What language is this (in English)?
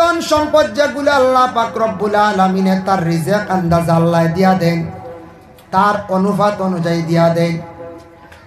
Sylheti